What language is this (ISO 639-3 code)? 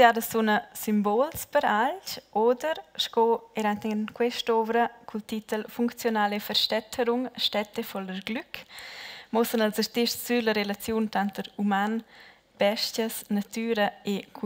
roh